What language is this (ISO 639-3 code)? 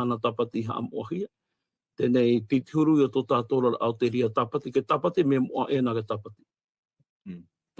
tah